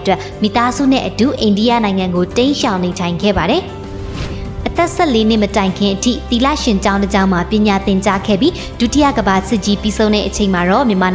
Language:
Burmese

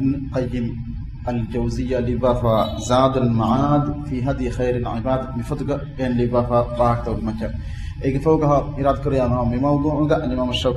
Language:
Divehi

